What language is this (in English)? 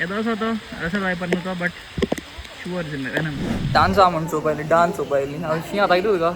Konkani